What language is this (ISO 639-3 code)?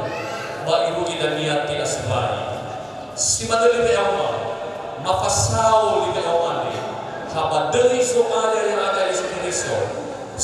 nia